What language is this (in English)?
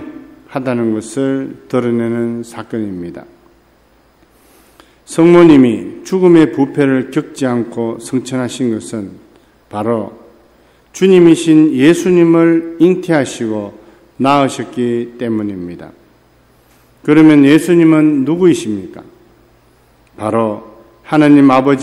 Korean